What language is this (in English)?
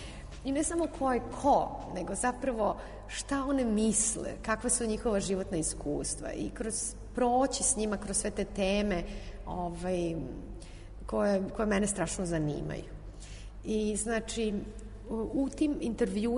Serbian